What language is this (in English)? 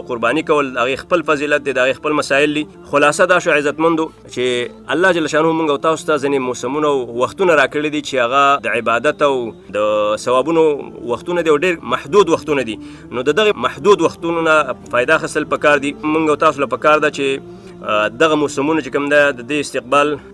Pashto